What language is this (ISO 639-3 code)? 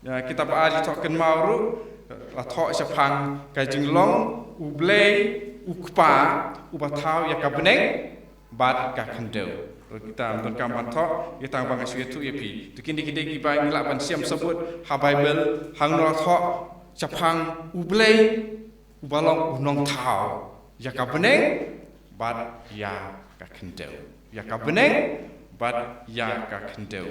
kha